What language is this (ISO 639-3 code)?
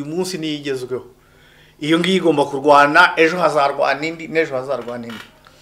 kin